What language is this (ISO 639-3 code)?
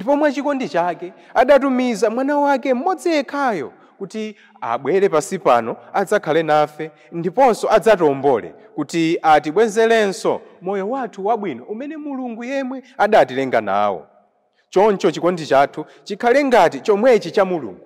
nya